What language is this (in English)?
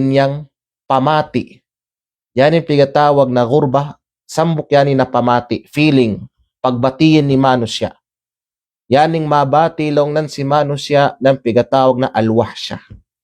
Kalagan